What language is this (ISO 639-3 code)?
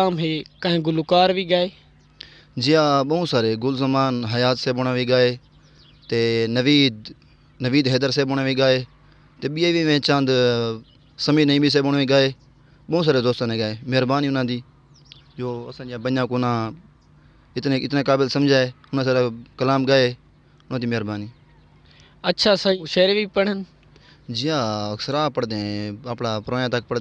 skr